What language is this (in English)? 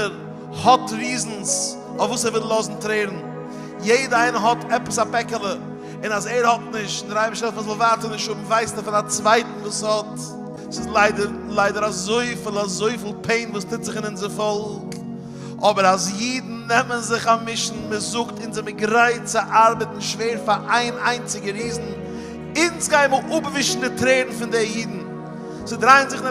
Yiddish